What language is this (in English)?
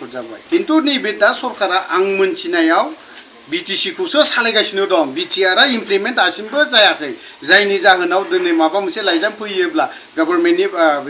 Bodo